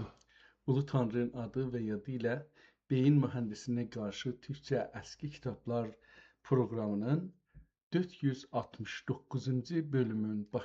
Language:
South Azerbaijani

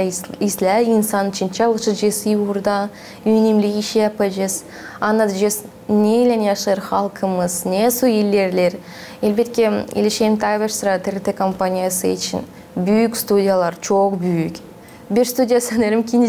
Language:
Gagauz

